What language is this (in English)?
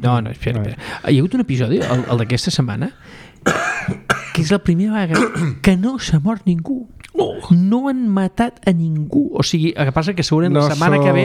Catalan